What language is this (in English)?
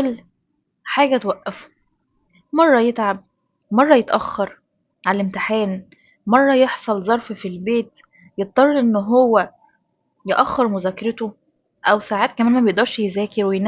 Egyptian Arabic